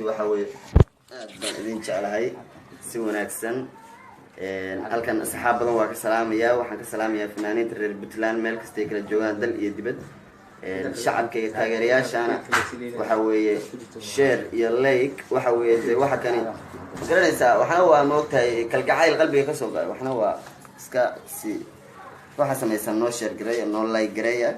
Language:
Somali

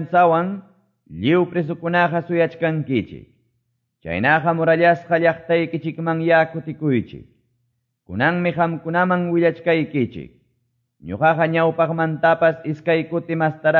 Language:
Quechua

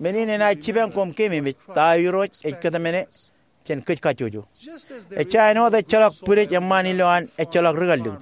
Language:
Marshallese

